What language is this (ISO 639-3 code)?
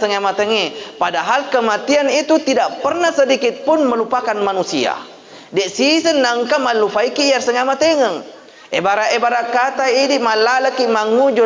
bug